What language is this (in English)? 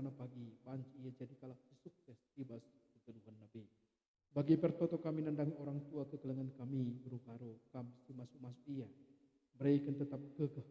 Batak Karo